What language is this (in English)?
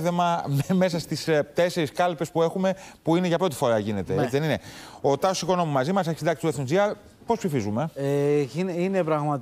Greek